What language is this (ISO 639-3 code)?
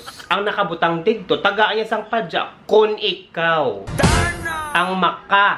hil